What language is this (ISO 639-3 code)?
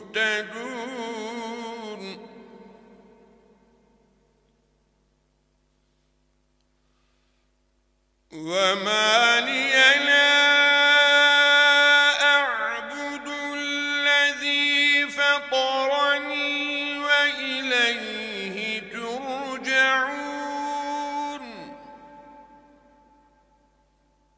ara